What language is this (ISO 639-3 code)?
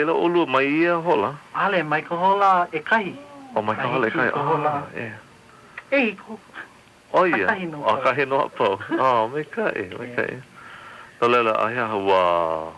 haw